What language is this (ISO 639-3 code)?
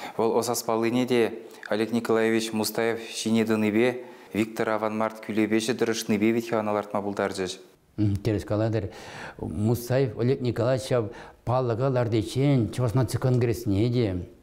chv